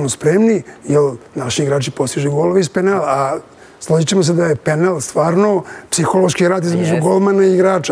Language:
Serbian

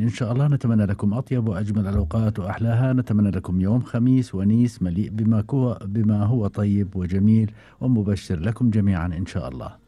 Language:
Gulf Arabic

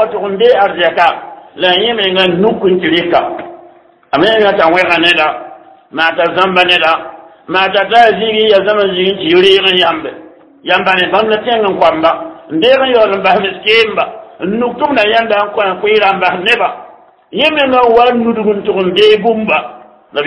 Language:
Mossi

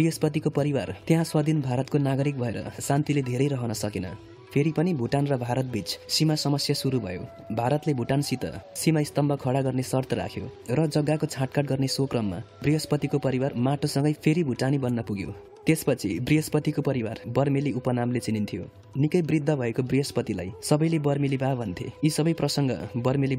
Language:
Nepali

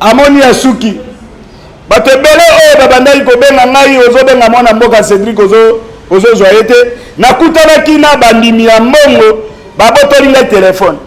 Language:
Lingala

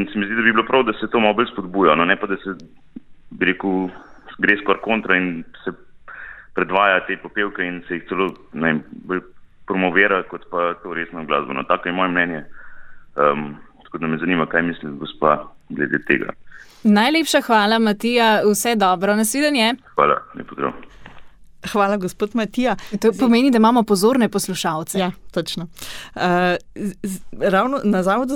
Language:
Slovenian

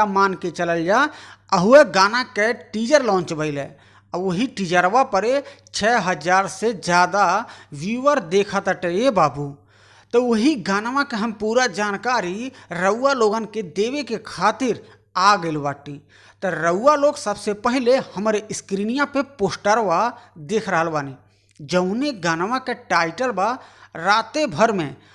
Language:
Bhojpuri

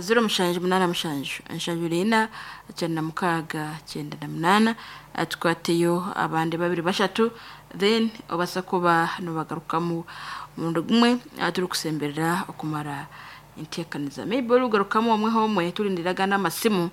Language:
Nyankole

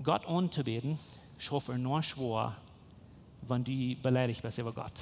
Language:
Plautdietsch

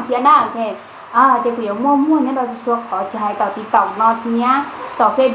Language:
Hmong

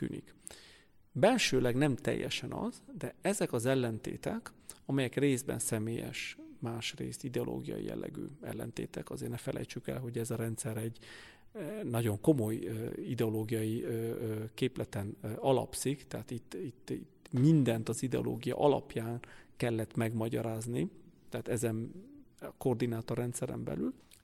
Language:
Hungarian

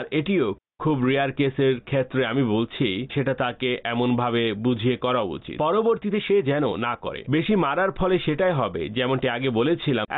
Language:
Bangla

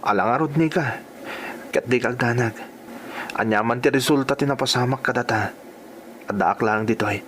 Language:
Iloko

